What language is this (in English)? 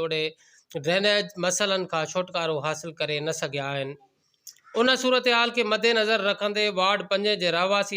Sindhi